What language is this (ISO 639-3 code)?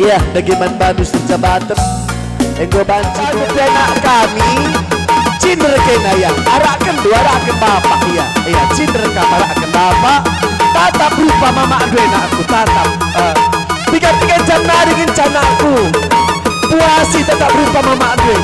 btx